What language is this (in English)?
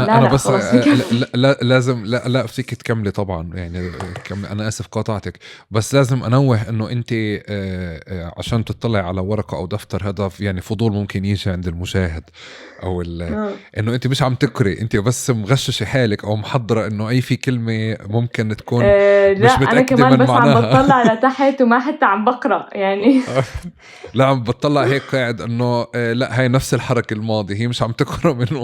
North Levantine Arabic